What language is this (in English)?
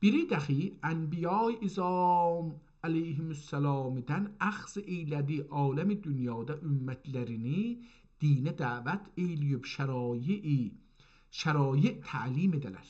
South Azerbaijani